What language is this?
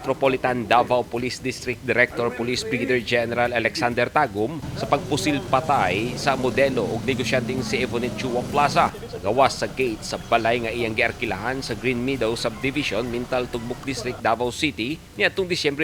Cebuano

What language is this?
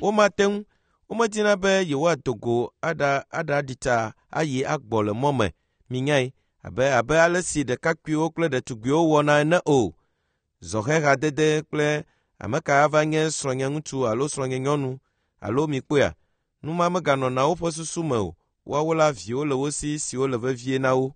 Ewe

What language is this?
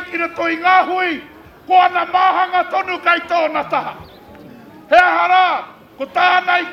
Māori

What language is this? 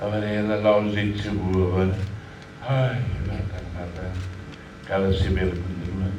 Tetum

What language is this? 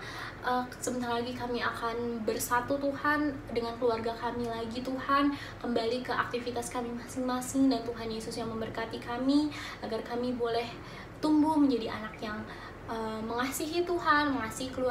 Indonesian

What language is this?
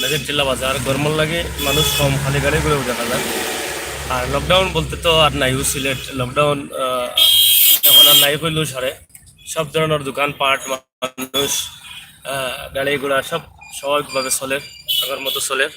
Sylheti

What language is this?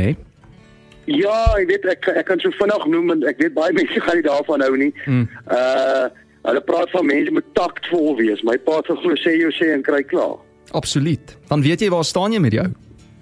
Afrikaans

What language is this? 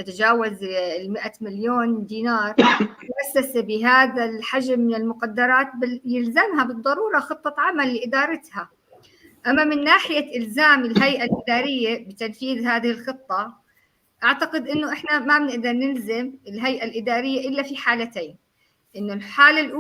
North Levantine Arabic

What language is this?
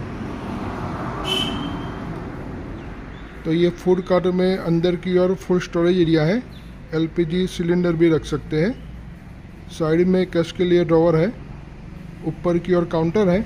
Hindi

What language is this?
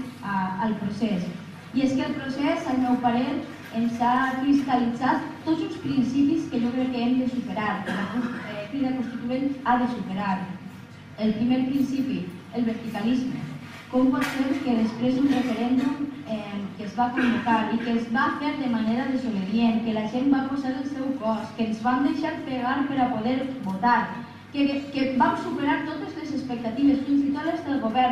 Catalan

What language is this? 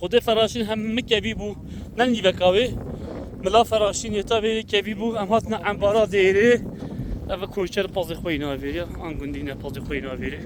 Kurdish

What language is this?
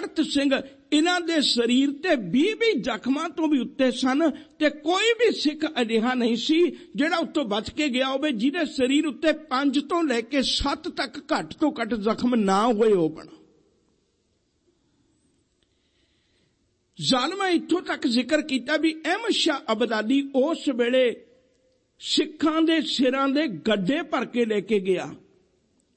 Punjabi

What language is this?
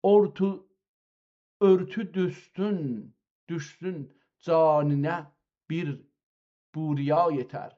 South Azerbaijani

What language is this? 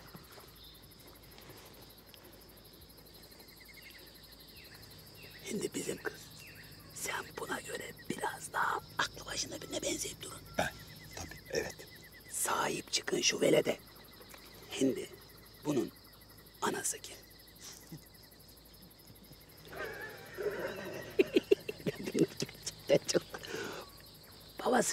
Turkish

